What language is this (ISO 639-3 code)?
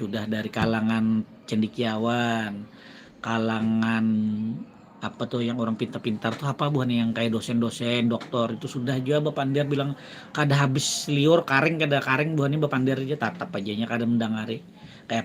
bjn